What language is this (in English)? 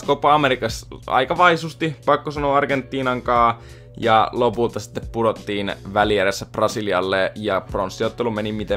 Finnish